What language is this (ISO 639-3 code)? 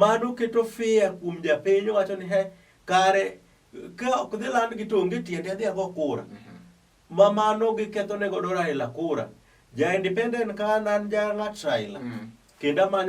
luo